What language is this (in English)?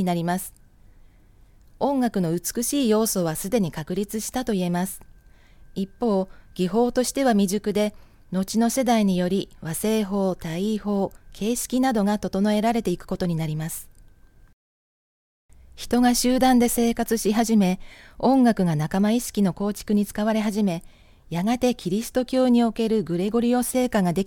Japanese